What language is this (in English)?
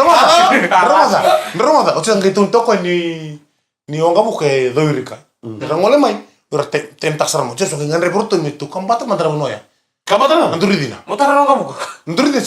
Fijian